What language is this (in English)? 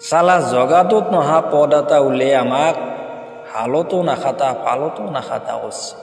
Assamese